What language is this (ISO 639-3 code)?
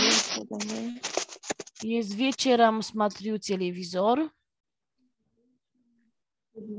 pol